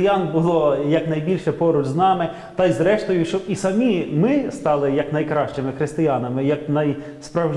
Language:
Ukrainian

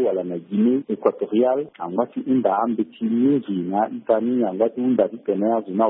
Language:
Sango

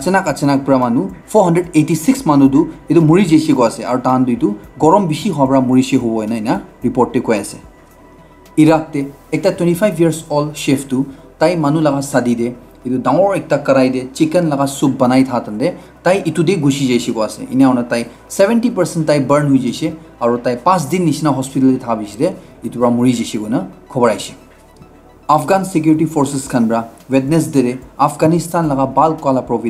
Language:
Naga Pidgin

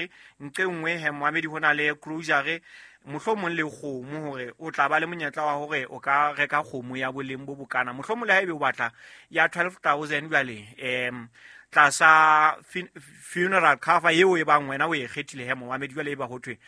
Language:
Southern Sotho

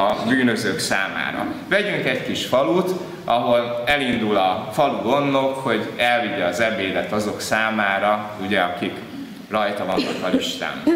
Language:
Hungarian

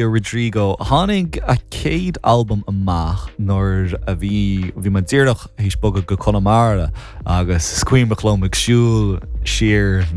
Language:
Irish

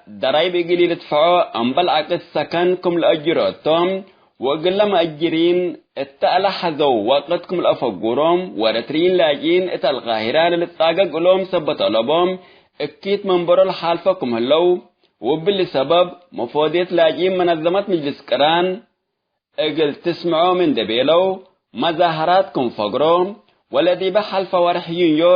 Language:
Tigre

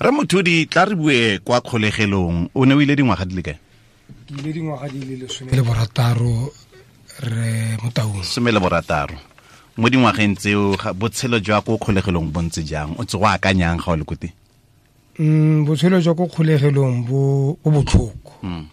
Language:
Tswana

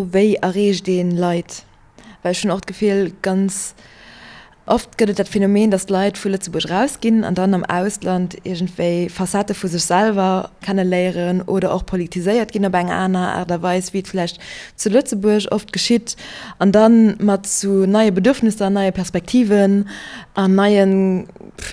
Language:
Luxembourgish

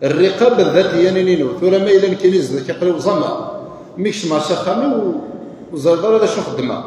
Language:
Kabyle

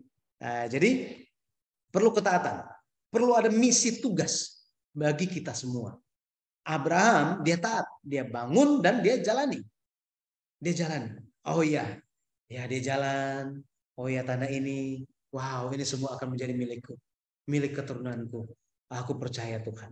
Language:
Indonesian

